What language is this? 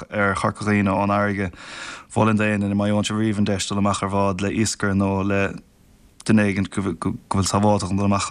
Irish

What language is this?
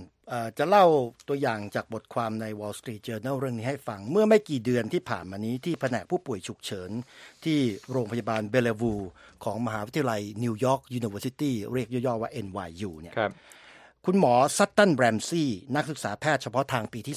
Thai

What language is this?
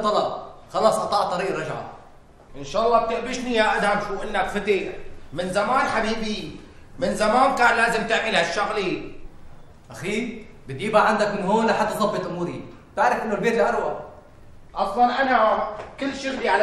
North Levantine Arabic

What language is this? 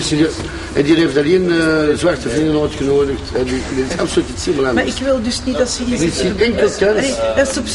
Dutch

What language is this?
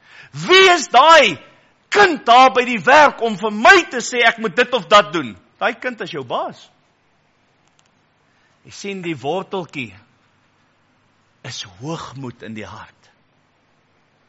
Afrikaans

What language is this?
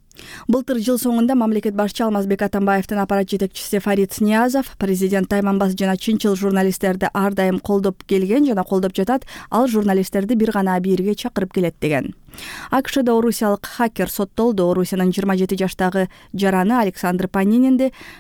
Kyrgyz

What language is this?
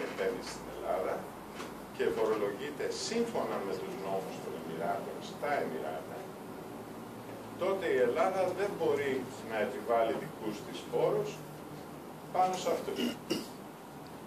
Greek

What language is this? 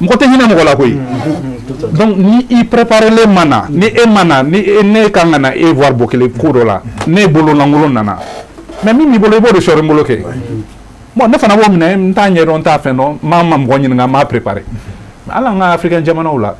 Bambara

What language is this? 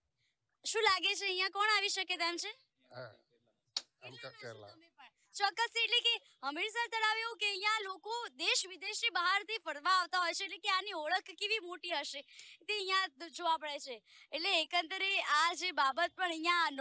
Gujarati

